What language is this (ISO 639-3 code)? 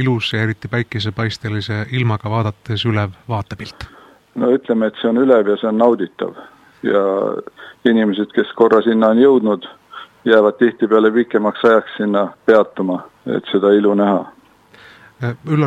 est